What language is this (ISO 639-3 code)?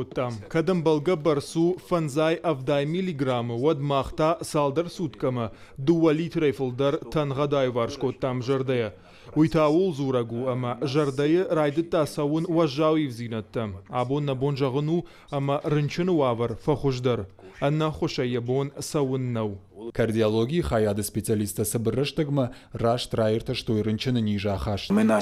oss